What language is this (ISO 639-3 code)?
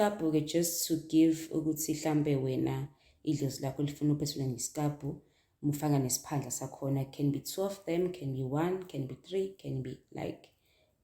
zul